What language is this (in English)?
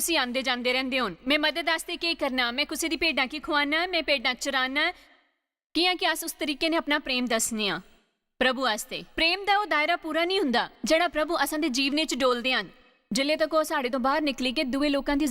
Dogri